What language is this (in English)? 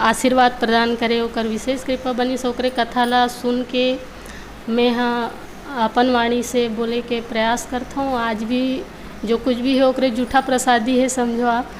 Chhattisgarhi